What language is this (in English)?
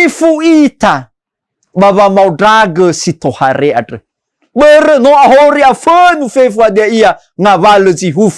Nias